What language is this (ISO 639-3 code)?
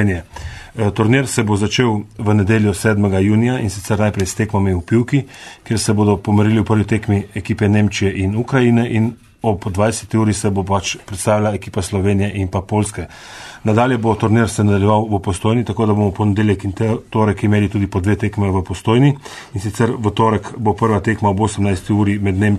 slv